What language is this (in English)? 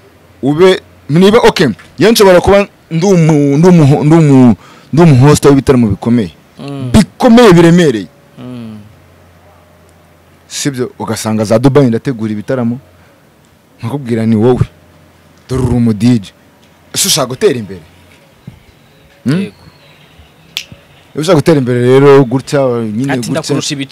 Kinyarwanda